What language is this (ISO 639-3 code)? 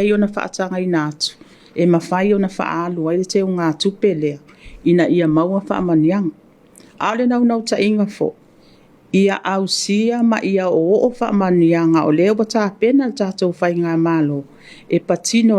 smo